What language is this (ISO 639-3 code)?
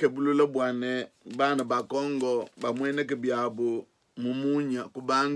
lua